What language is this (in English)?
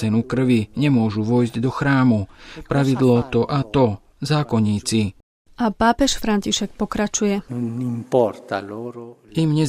Slovak